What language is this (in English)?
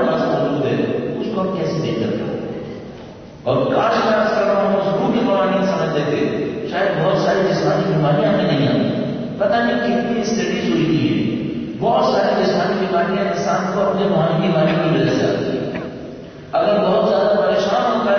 Urdu